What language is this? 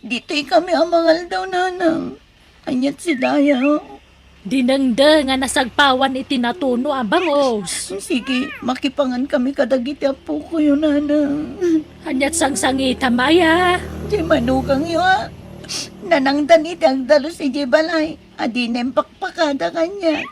Iloko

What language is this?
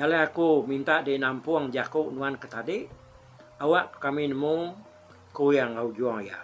Iban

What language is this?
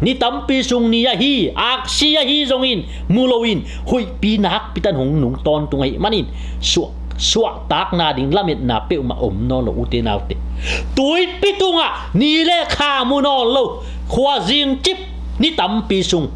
Tedim Chin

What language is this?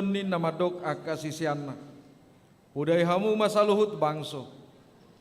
Batak Toba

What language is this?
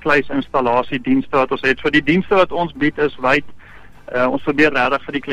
Afrikaans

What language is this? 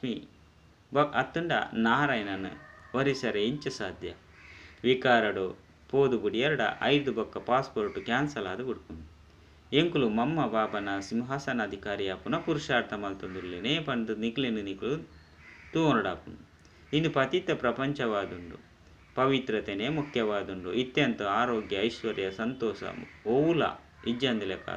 Tulu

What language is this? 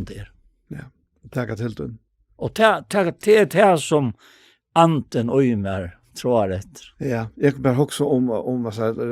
Faroese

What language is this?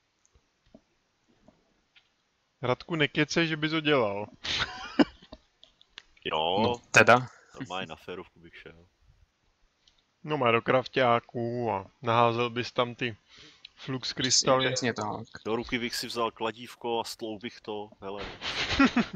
Czech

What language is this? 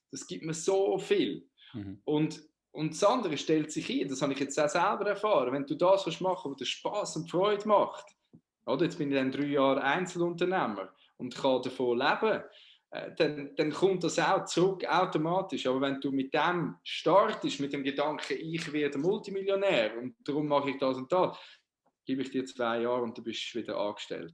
Swiss German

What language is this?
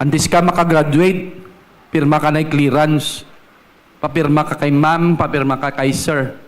Hiligaynon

